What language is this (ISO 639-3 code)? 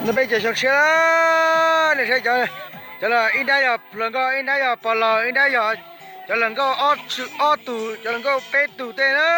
hmn